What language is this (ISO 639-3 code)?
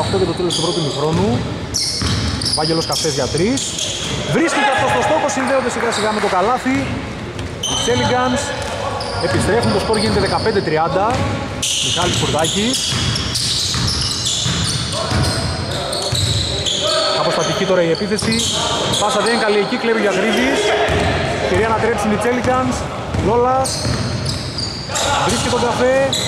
ell